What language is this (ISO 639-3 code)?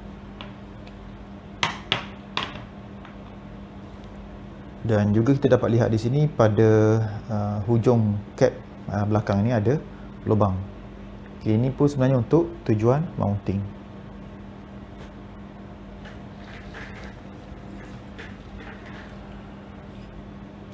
msa